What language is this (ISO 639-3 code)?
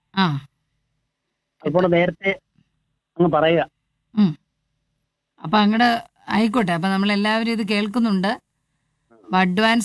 mal